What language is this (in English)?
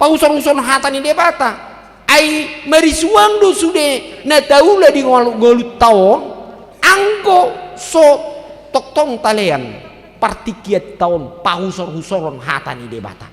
Batak Toba